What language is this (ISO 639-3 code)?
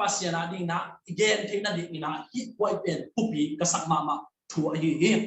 ctd